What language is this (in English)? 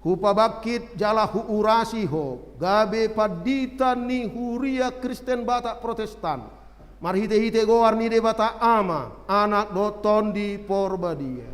Batak Toba